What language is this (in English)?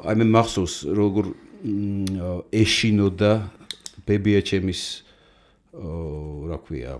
Georgian